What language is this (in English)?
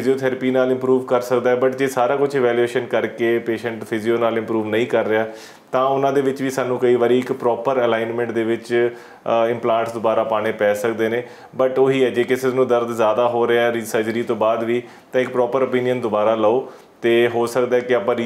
Punjabi